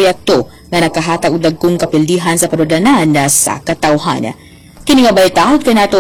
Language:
Cebuano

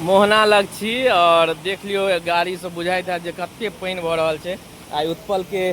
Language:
Maithili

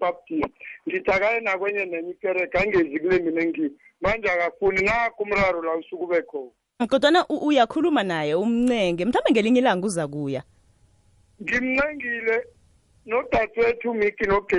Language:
South Ndebele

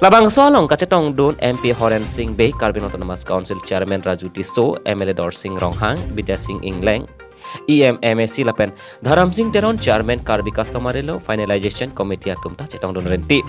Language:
Karbi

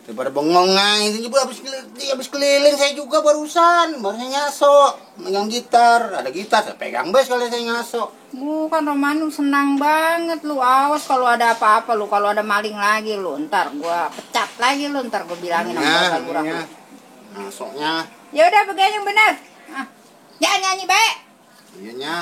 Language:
Betawi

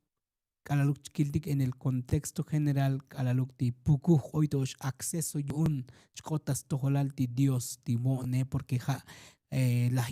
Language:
Tzotzil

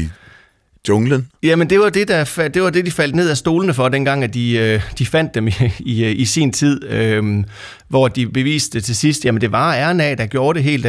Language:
Danish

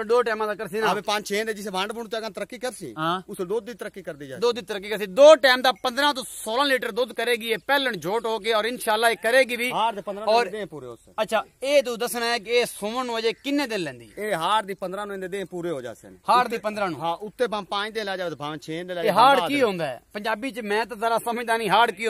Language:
Punjabi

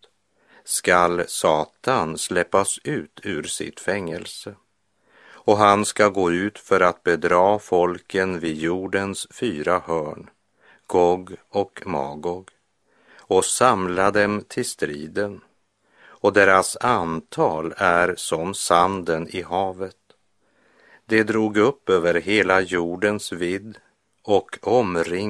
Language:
Swedish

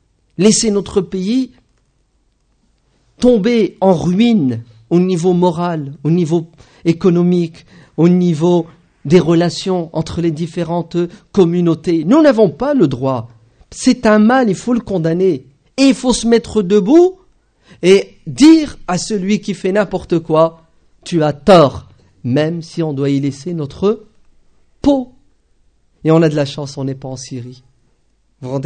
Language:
French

